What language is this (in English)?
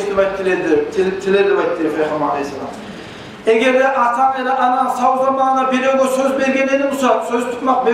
Kumyk